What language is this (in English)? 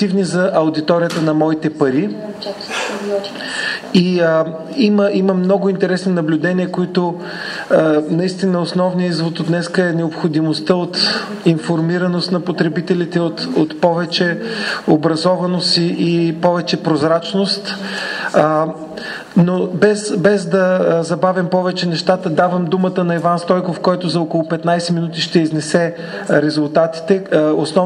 Bulgarian